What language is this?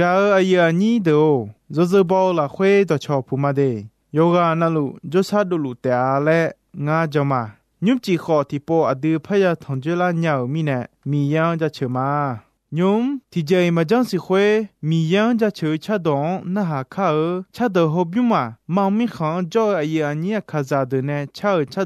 Akha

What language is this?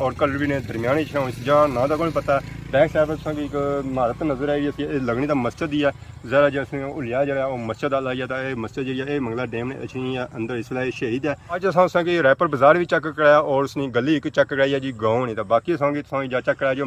Pahari-Potwari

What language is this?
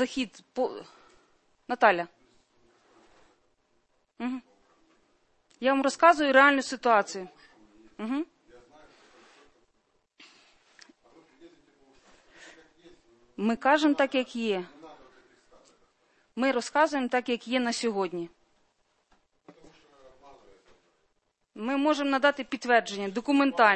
Ukrainian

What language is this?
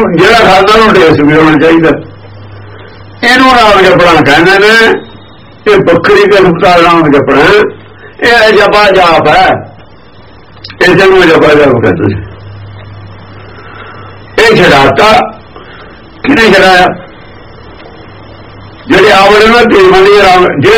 Punjabi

